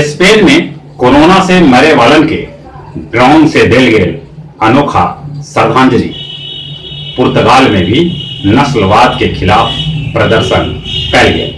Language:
Magahi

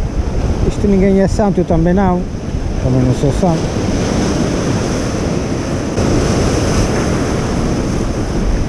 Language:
Portuguese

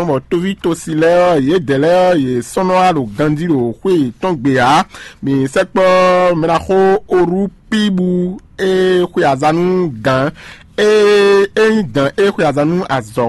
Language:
Fon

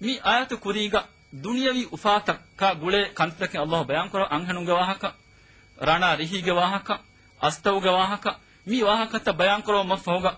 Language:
Divehi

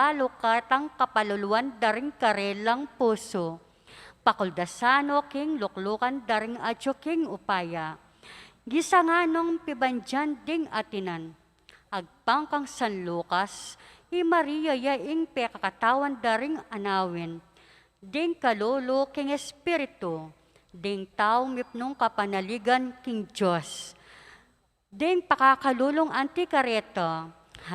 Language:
Pampanga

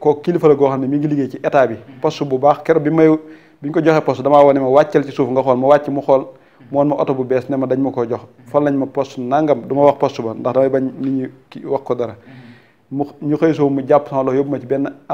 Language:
Wolof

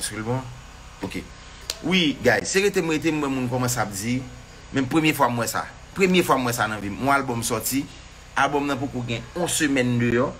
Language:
Haitian Creole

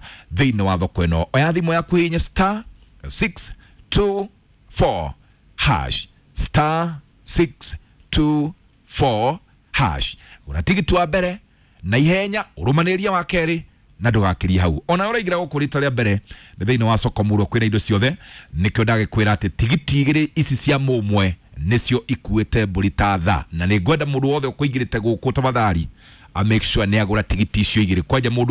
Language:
Kikuyu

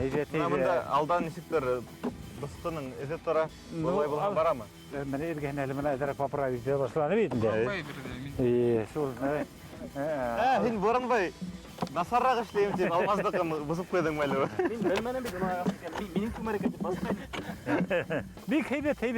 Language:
Bashkir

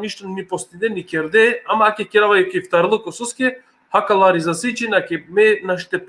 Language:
Balkan Romani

